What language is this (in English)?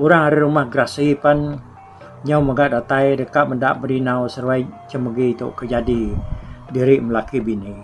Iban